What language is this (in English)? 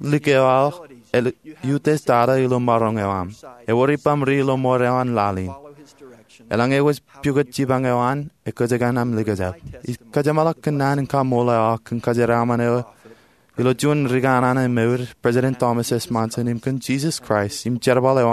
Marshallese